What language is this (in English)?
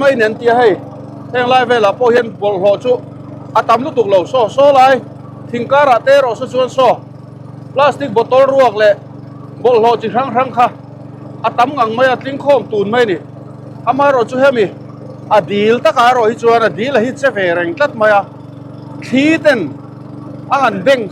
Mizo